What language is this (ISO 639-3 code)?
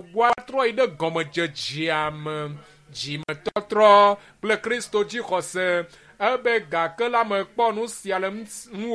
ewe